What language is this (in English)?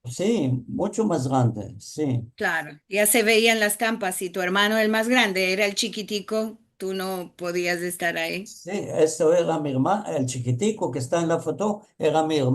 Ladino